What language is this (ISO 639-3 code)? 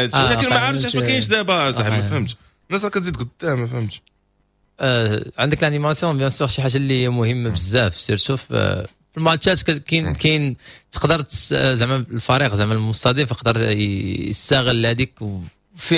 ary